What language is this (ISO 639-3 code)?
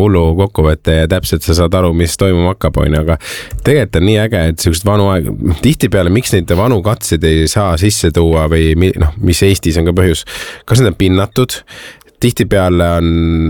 est